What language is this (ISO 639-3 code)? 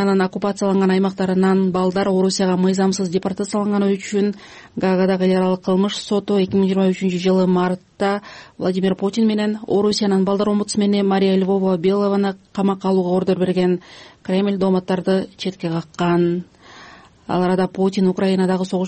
kir